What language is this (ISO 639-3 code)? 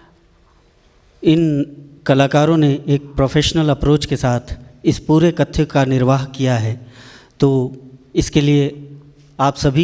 hin